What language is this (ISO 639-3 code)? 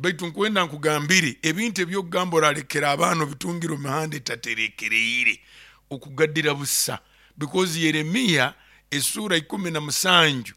nyo